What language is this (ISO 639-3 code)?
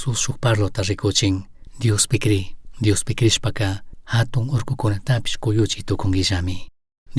qug